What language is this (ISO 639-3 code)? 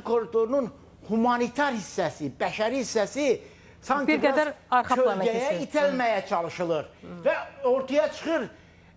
aze